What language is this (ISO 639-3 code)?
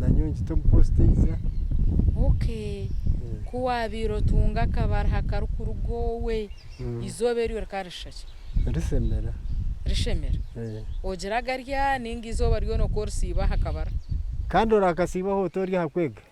nyn